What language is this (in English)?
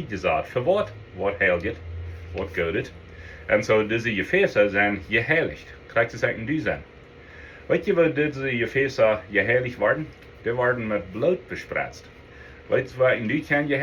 Plautdietsch